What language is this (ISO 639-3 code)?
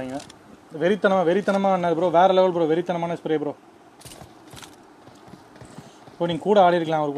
tam